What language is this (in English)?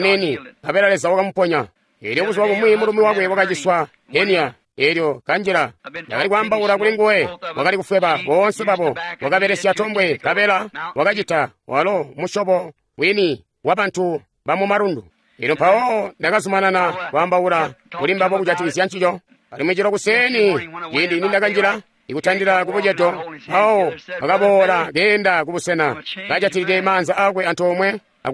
Tonga (Zambia)